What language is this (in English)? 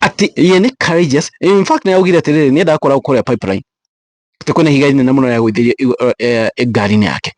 Kikuyu